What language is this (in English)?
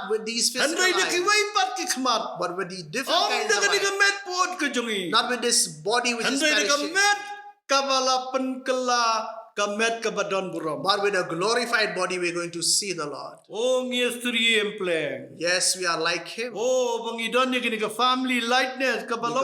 Khasi